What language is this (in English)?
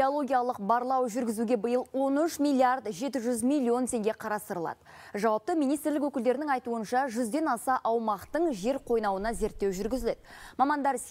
Kazakh